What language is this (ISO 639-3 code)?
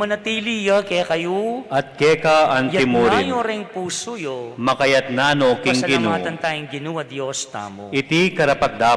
pam